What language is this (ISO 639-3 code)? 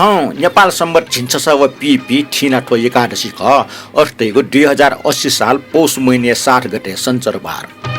new